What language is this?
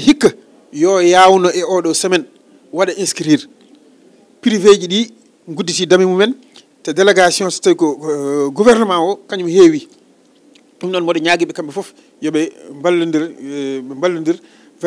Fula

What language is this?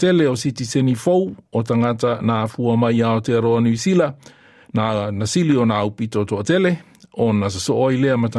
Samoan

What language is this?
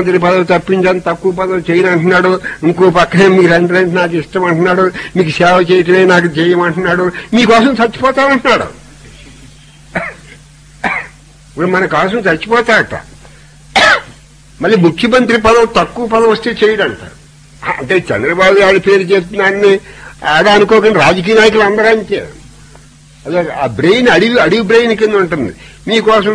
Telugu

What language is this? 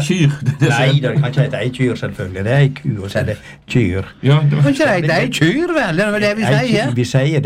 Norwegian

